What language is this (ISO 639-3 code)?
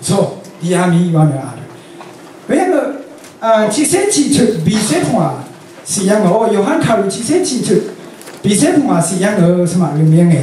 raw